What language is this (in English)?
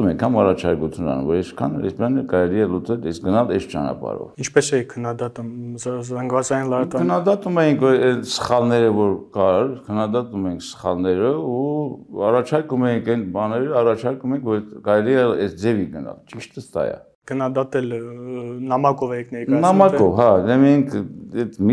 Armenian